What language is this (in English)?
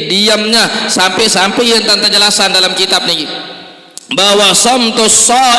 Sasak